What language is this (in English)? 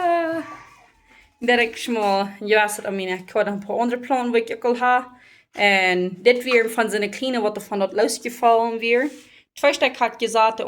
Plautdietsch